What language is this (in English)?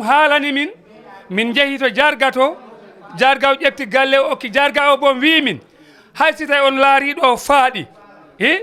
Fula